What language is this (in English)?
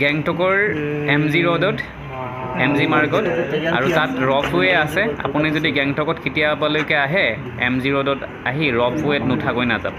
Assamese